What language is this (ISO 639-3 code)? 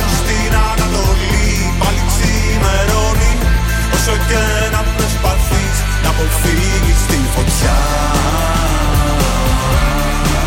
ell